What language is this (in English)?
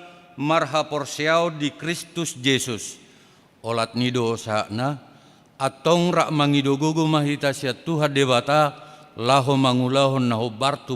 Batak Toba